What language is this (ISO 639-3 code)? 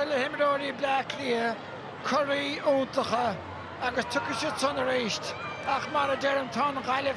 gle